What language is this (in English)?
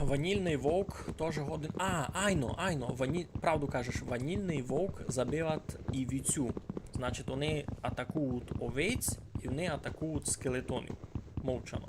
Rusyn